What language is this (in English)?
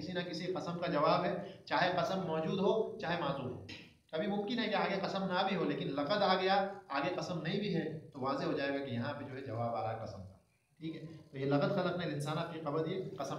Urdu